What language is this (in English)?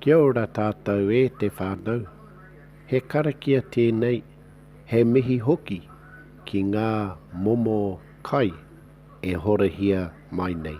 Māori